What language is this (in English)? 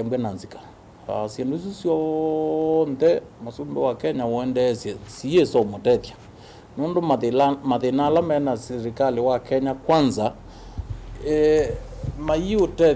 Kamba